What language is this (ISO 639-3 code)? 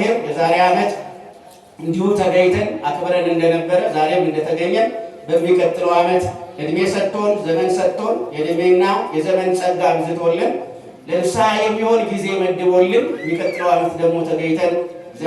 amh